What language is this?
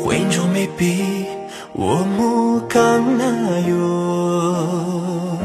Tibetan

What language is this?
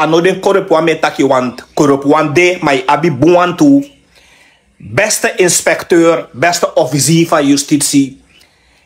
Sranan Tongo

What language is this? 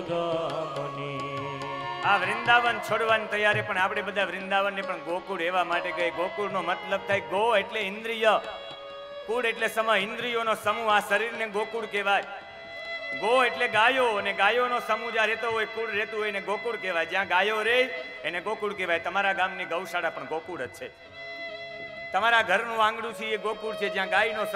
Gujarati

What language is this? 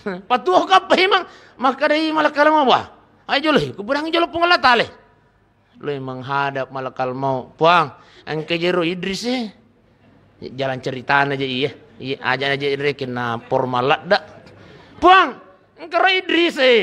Buginese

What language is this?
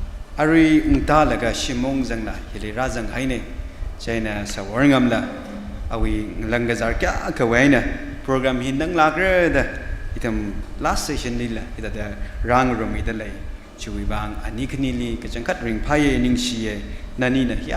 Tangkhul Naga (India)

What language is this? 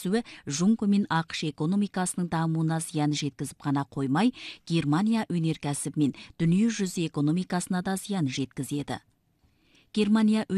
Kazakh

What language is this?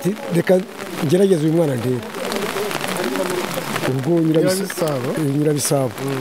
Kinyarwanda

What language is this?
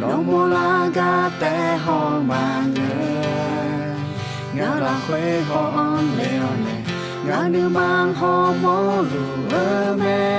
Akha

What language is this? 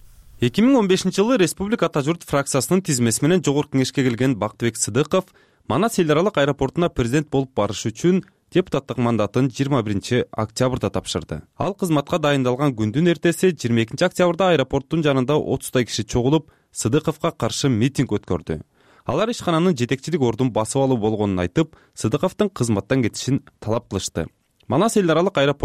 Kyrgyz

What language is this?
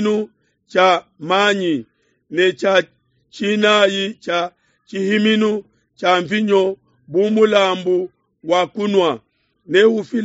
Luba-Lulua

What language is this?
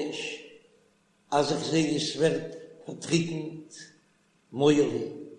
Yiddish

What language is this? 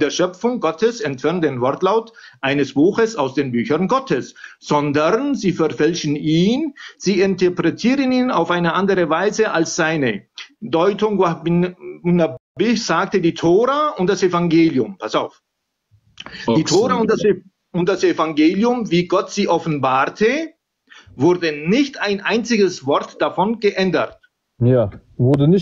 German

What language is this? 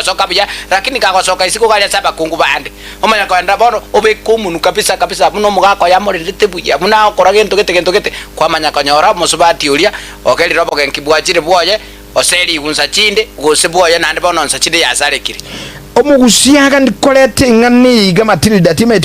Gusii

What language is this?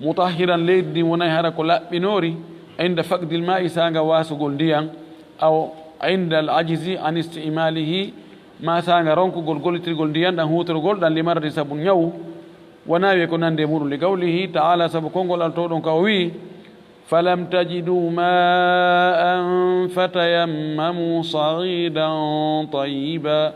Fula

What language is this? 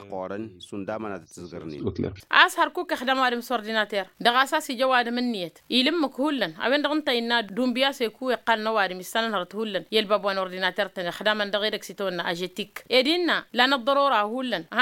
Tamasheq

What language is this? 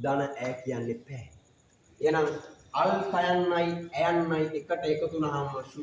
Sinhala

